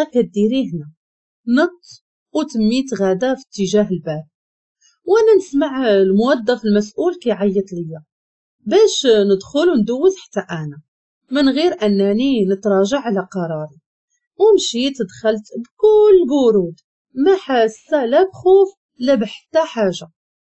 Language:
Moroccan Arabic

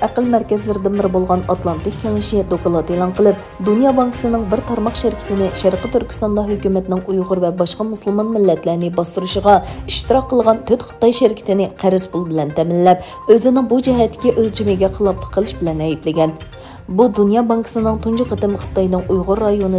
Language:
Uyghur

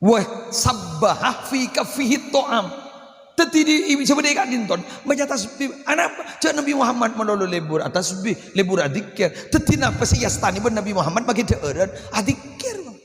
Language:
Madurese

